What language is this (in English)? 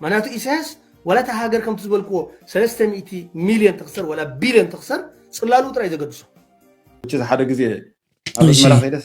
Tigrinya